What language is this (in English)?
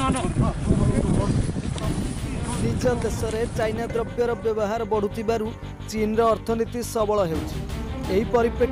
Odia